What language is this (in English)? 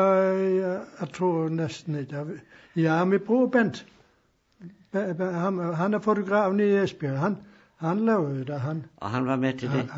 Danish